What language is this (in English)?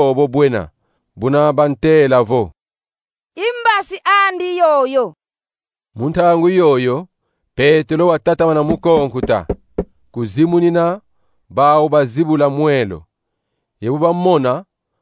Kongo